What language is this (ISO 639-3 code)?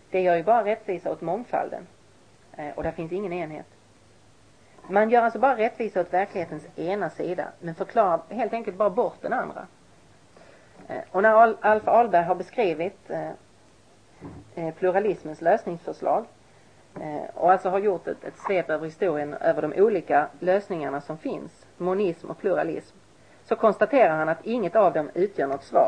swe